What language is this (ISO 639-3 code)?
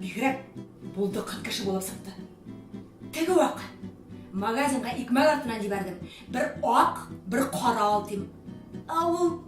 bak